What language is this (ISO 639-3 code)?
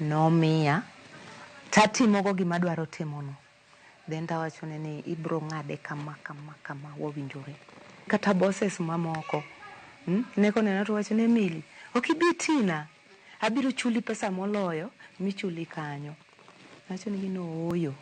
luo